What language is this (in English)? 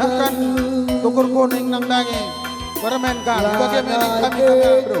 Batak Karo